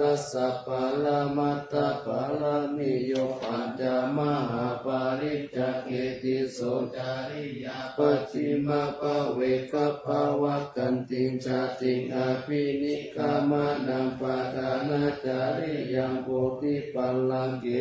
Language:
Pali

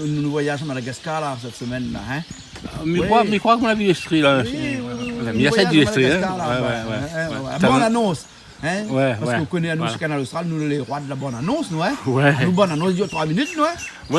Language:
Réunion Creole French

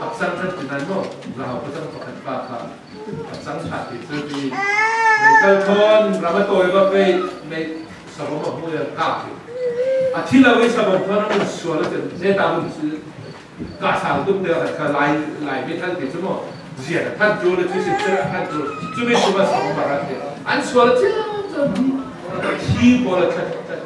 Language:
Falam Chin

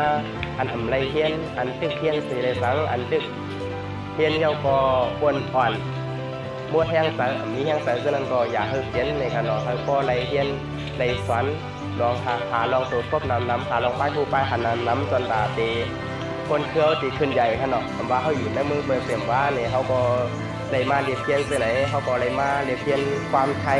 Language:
Shan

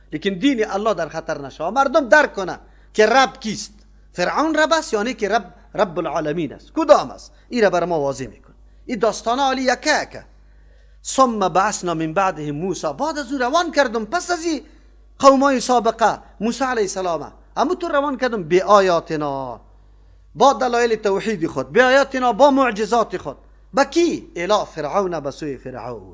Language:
Persian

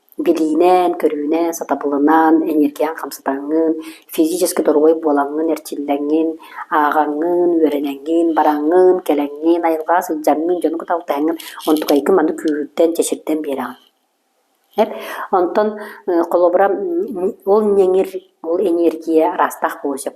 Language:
Yakut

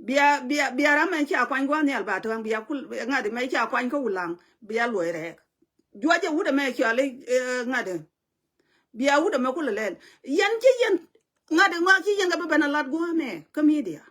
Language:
Nuer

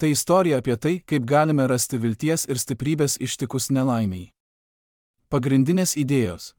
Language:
Lithuanian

